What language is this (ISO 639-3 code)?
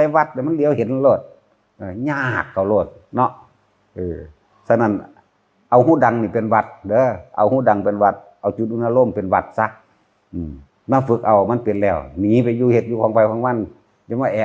tts